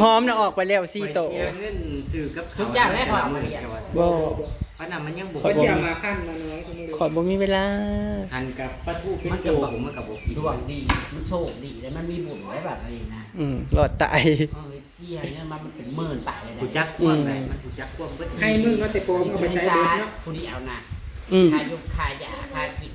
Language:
Northeastern Thai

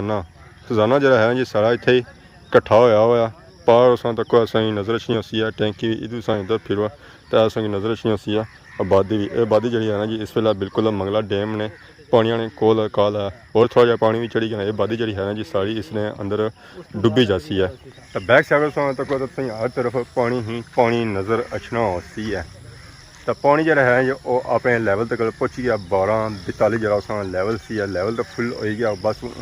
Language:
Pahari-Potwari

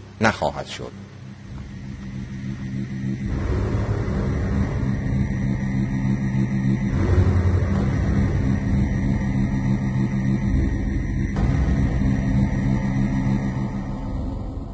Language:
Persian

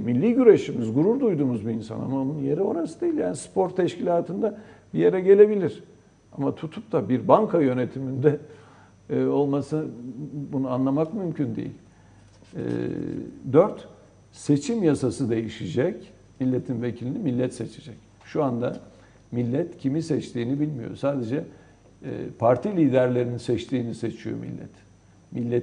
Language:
Turkish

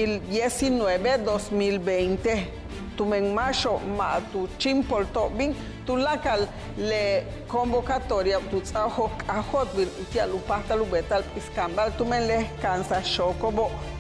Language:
Yucateco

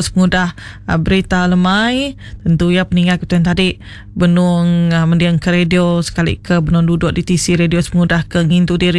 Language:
Iban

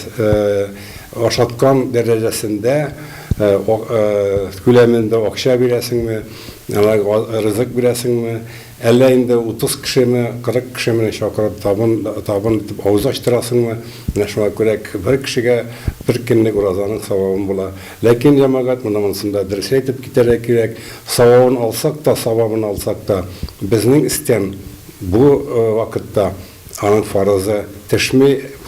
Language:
Tatar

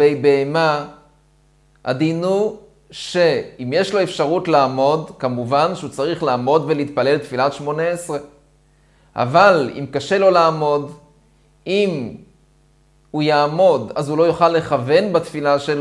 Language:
Hebrew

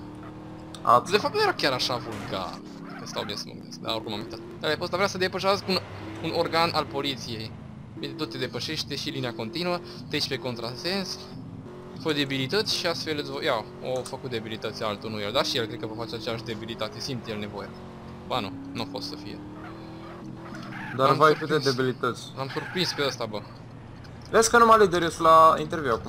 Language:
Romanian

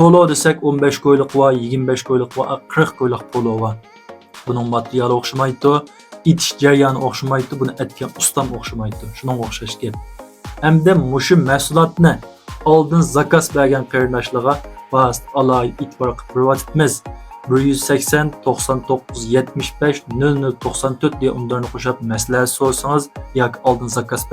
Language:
Uyghur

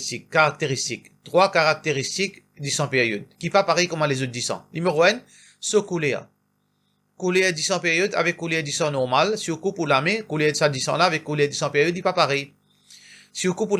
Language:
Morisyen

